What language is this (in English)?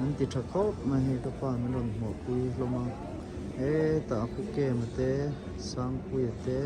Mizo